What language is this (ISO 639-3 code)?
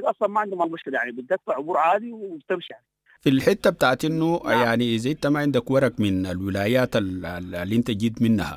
apd